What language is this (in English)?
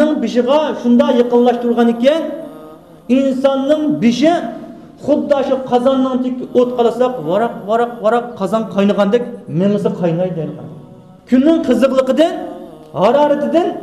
Uyghur